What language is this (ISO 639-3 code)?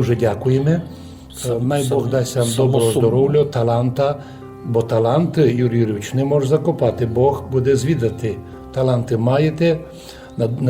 rue